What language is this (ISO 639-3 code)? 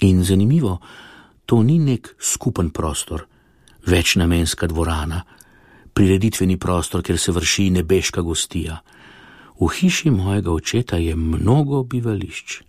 slv